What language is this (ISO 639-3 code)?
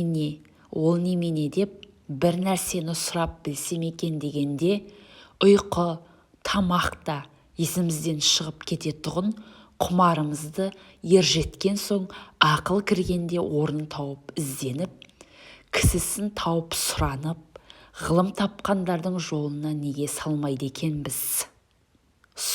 kaz